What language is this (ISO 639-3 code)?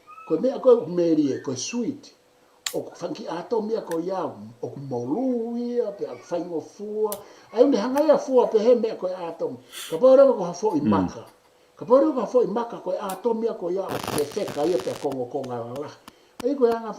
ton